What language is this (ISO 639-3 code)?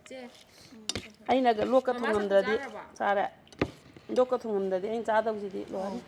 mni